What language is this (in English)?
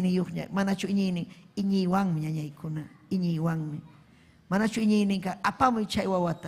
Ayacucho Quechua